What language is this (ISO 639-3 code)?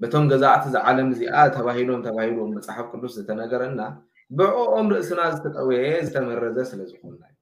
tir